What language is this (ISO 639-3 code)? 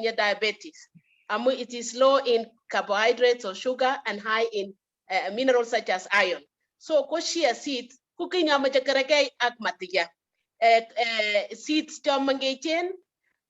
kln